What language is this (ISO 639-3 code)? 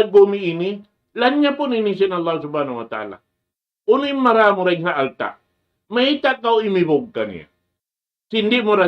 tsg